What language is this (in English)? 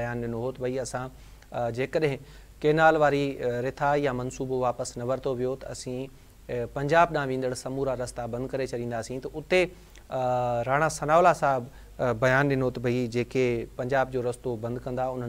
Sindhi